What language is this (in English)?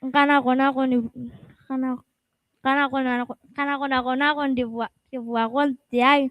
Gilbertese